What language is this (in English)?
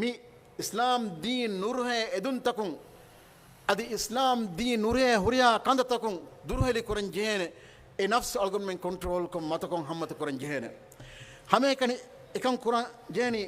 Divehi